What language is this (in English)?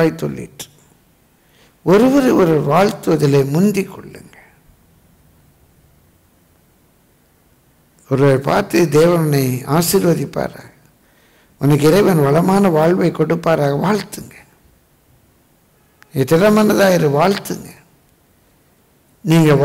Tamil